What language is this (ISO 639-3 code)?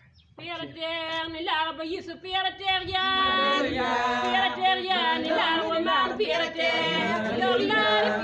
ach